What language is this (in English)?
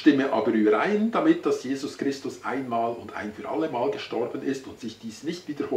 Swiss German